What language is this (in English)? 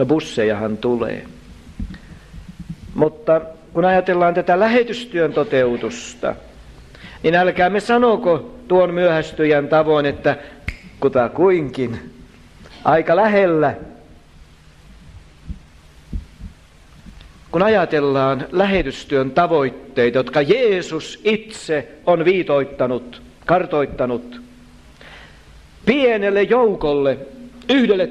Finnish